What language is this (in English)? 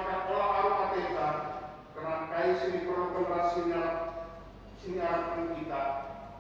Batak Karo